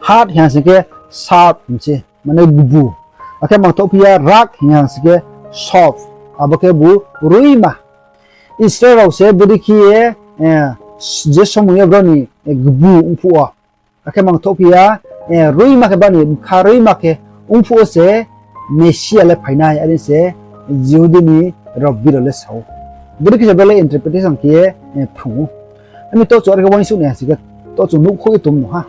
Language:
Riang (India)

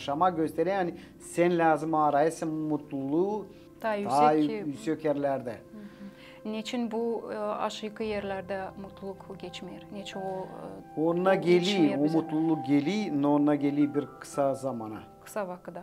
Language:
Gagauz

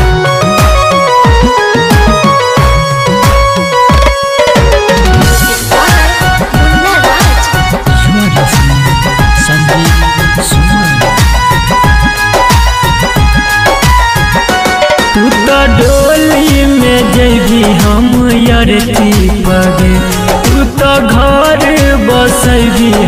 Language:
Bhojpuri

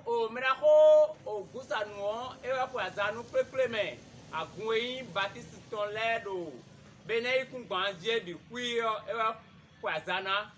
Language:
Fon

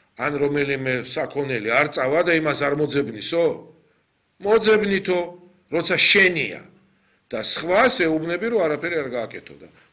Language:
Georgian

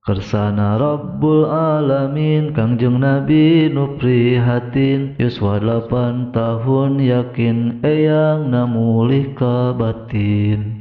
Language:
Sundanese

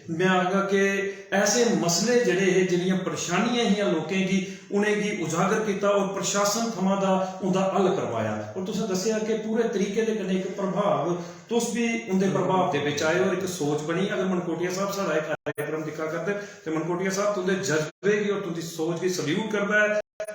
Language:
Dogri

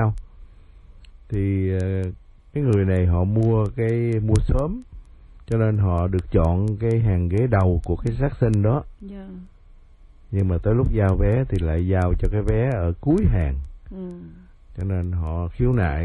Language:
Vietnamese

